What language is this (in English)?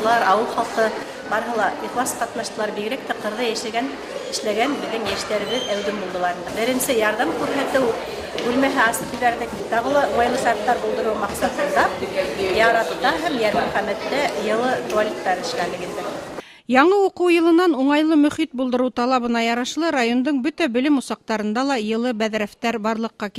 Bashkir